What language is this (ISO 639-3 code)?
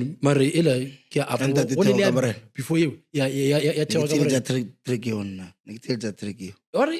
nso